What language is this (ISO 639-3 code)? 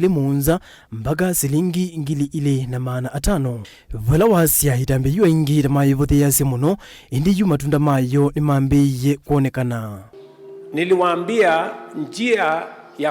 kam